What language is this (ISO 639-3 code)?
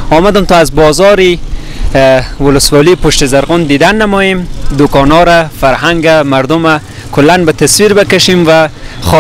fas